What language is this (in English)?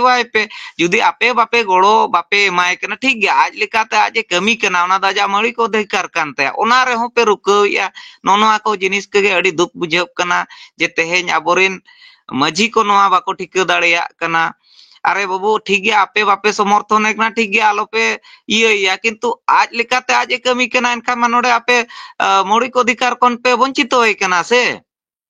Santali